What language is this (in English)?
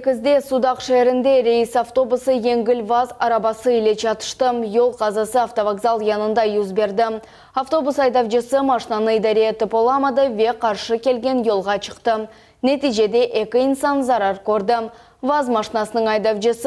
Crimean Tatar